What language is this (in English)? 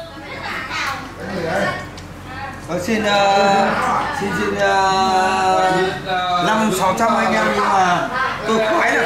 Vietnamese